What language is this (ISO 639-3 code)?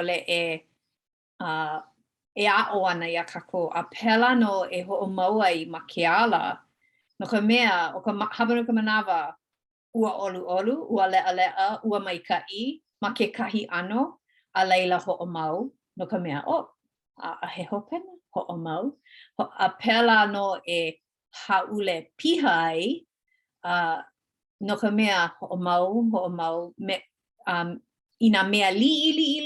haw